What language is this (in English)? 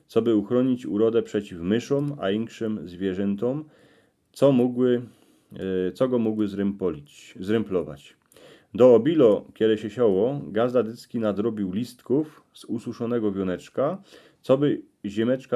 Silesian